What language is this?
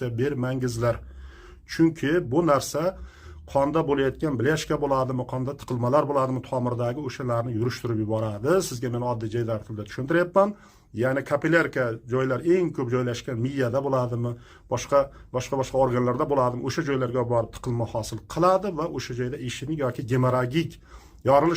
Uzbek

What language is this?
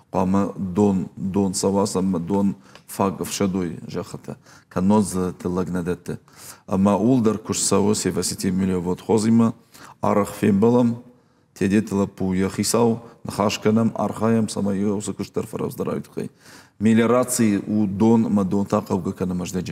Ossetic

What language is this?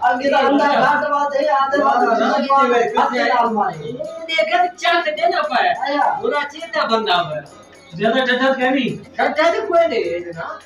Saraiki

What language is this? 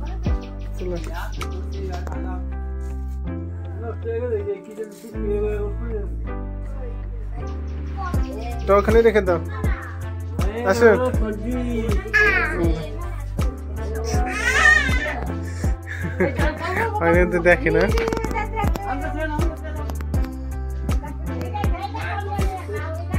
Bangla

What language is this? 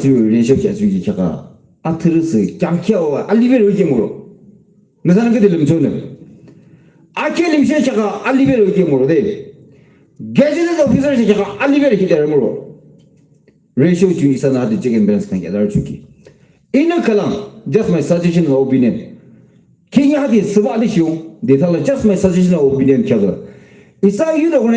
Yimchungru Naga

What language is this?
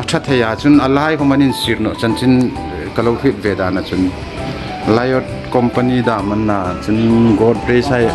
Hmar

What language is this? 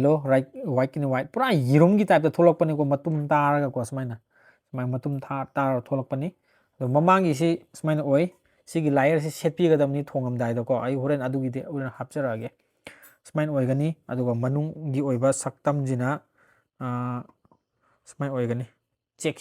Manipuri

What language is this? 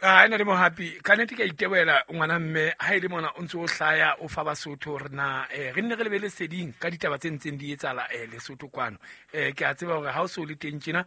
Southern Sotho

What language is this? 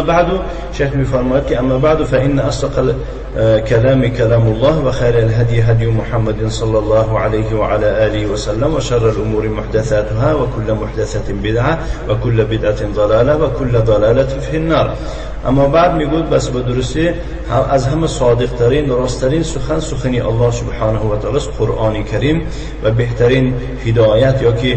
Tajik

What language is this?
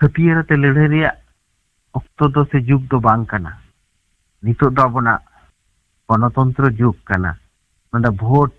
Santali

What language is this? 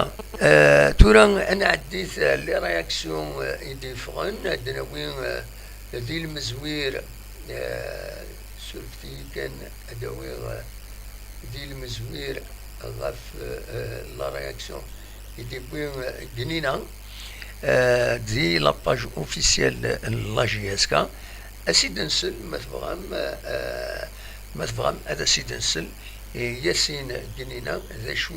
Kabyle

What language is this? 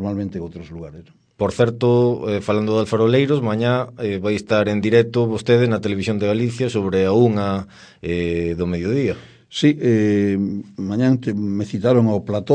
Galician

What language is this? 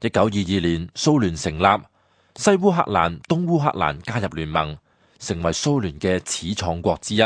Cantonese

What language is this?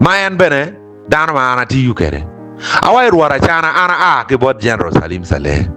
Acoli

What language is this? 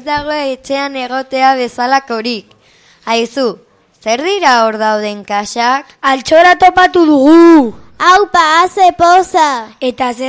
Basque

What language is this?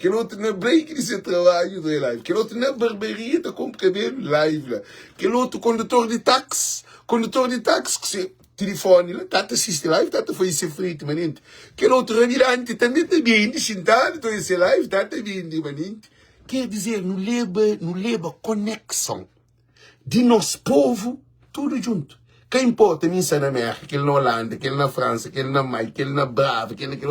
Kabuverdianu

